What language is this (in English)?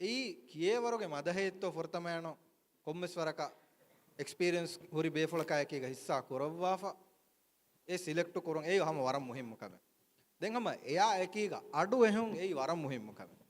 Divehi